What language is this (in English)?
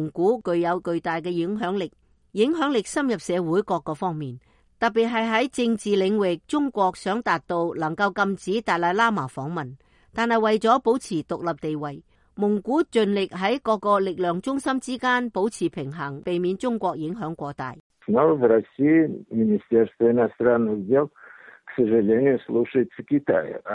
Cantonese